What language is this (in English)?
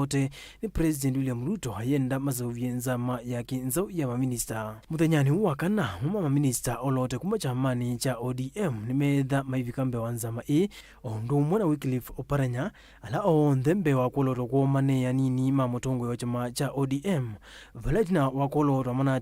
Kamba